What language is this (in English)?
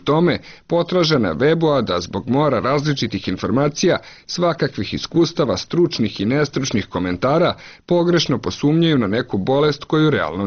Croatian